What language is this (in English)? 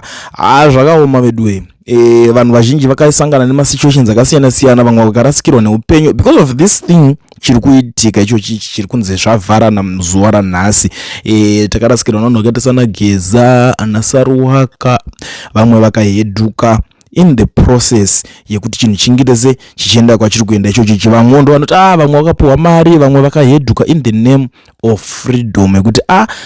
Shona